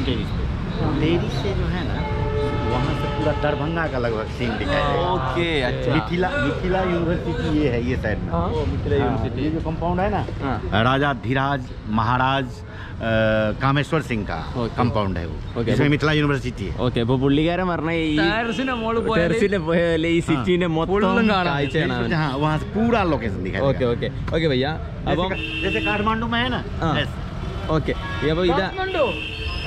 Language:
Malayalam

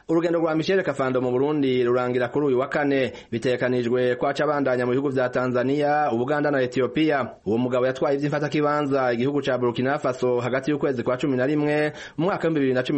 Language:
Rundi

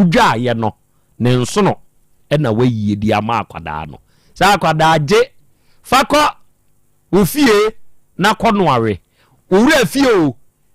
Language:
Akan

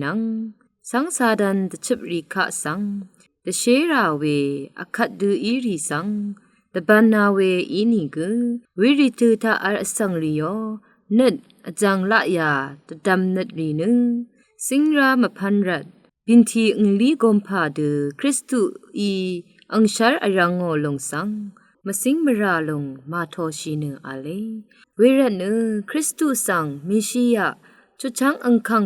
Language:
Rawang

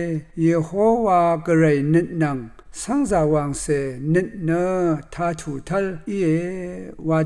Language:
Rawang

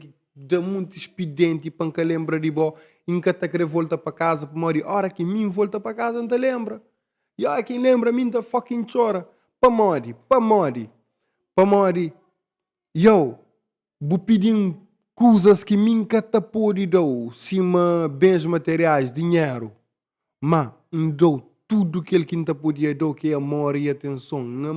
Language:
Kabuverdianu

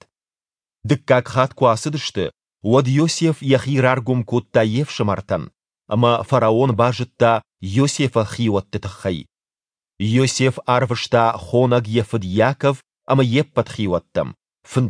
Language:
Ossetic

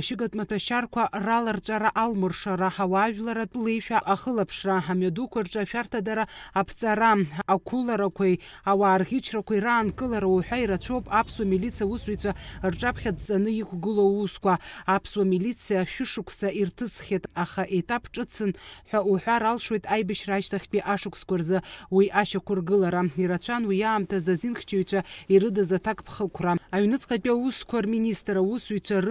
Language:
Abkhazian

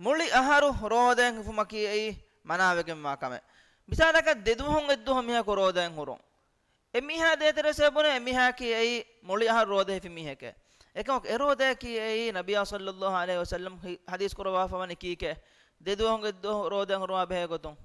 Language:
Divehi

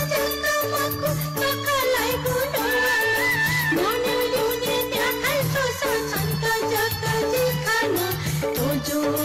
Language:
Newari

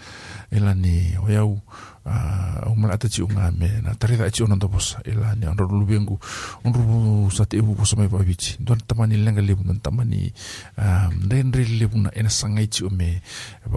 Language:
Fijian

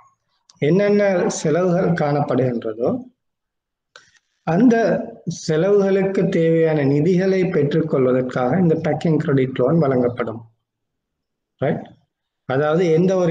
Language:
Tamil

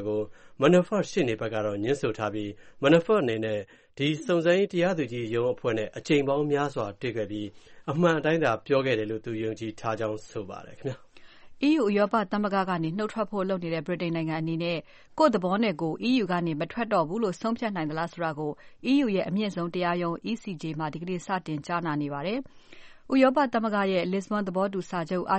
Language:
Burmese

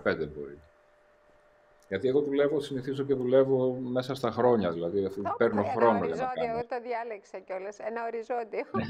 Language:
Greek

